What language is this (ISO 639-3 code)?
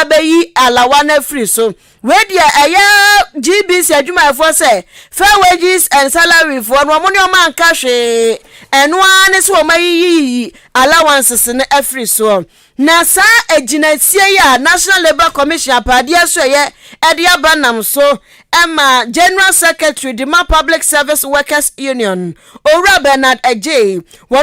aka